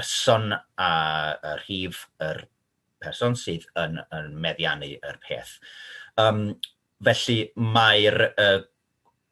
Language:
Welsh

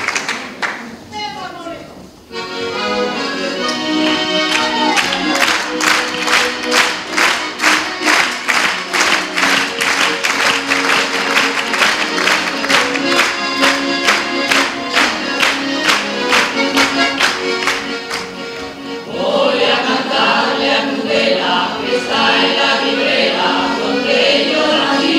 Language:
Spanish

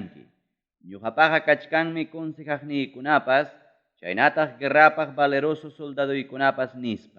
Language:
Ayacucho Quechua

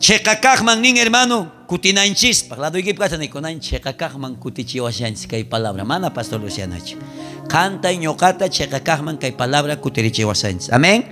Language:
South Bolivian Quechua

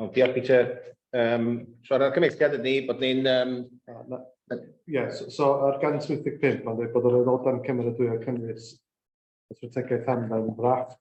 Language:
Welsh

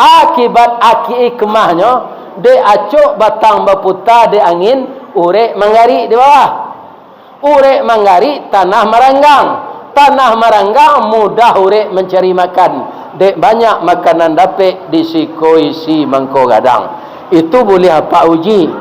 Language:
Minangkabau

